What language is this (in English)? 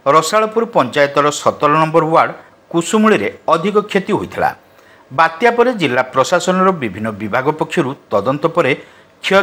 Odia